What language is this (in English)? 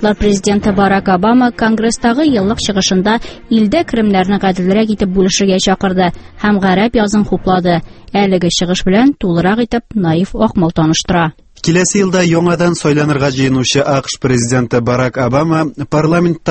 Tatar